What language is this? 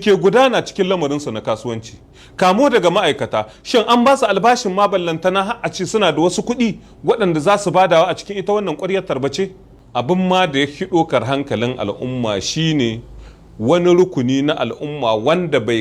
Hausa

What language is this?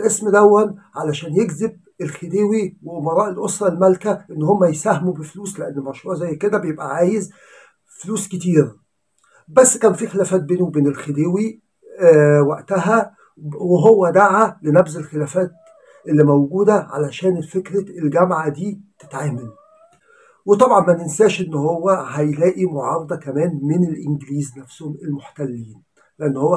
Egyptian Arabic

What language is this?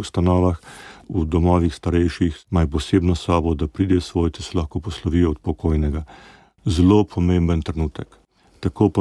Slovenian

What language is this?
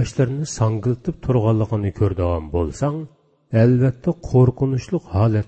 Uyghur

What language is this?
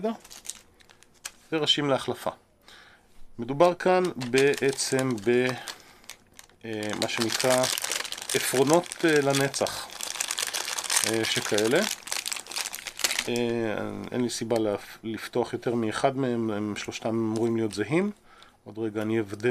Hebrew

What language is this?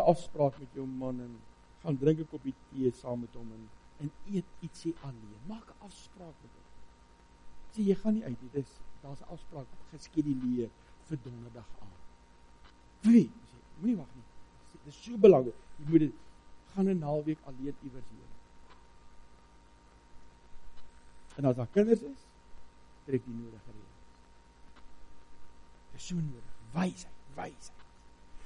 Afrikaans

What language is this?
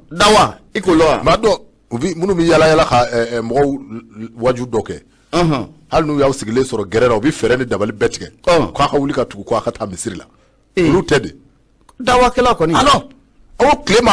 Bambara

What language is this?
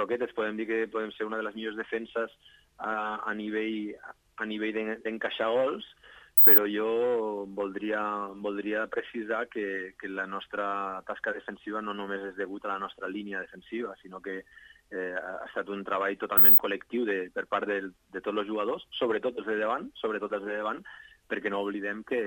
Catalan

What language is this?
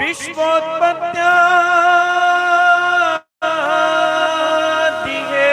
Dogri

